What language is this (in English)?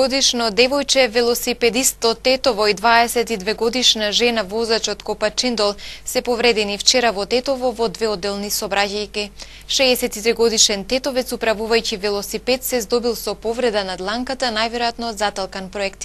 Macedonian